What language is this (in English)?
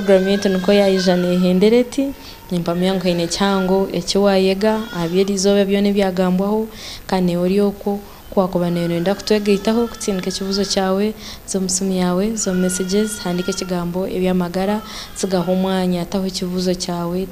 Nyankole